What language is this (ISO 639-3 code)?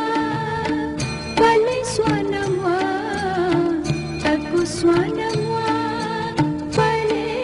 new